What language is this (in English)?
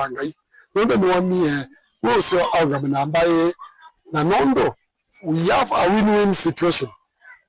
Kamba